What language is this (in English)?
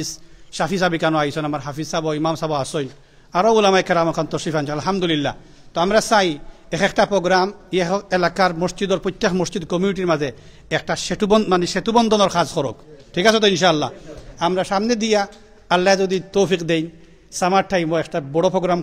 Sylheti